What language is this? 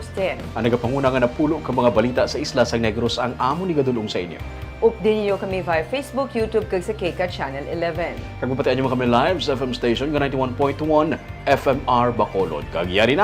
Hiligaynon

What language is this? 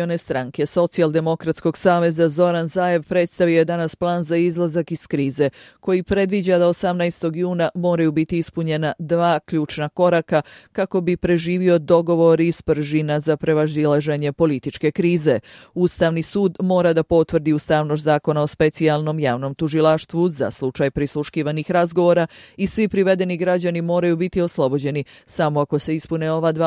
Croatian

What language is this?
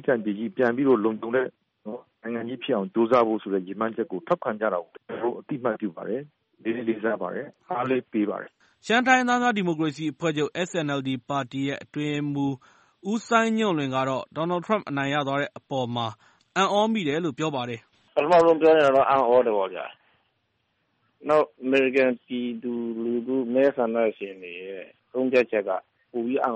Burmese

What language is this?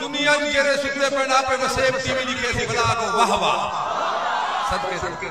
Saraiki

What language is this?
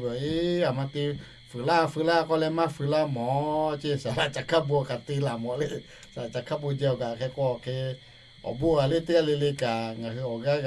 Lahu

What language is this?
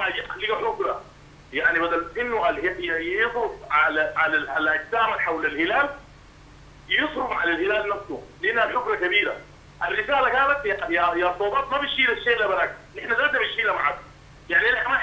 Sudanese Arabic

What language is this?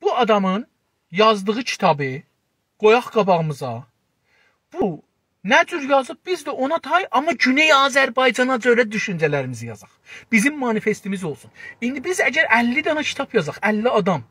South Azerbaijani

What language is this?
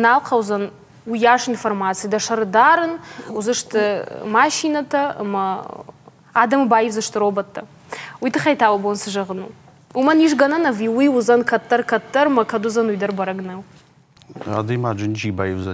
Ossetic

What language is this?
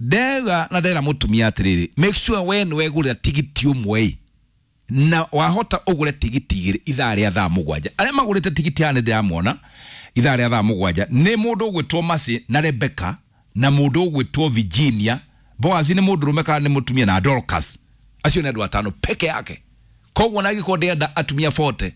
Kikuyu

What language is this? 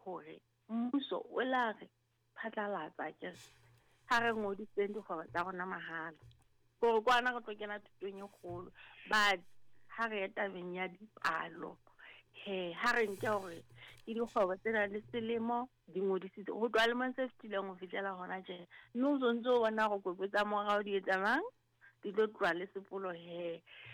Southern Sotho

